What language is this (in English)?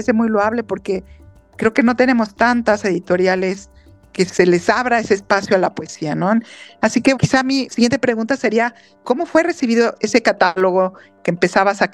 Spanish